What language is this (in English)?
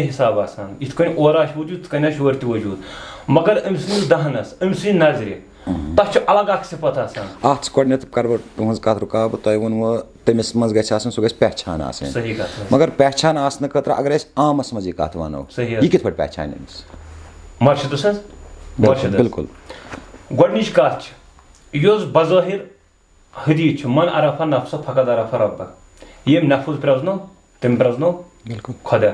Kashmiri